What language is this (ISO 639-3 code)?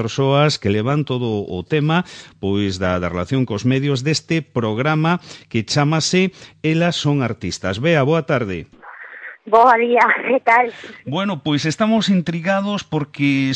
glg